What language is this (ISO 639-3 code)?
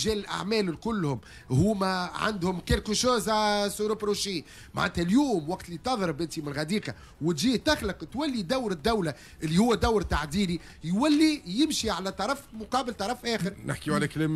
aeb